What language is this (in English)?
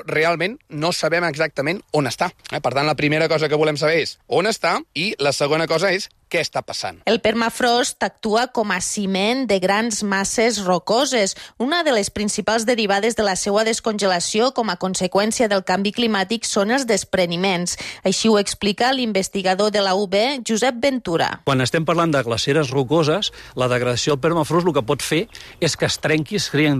Catalan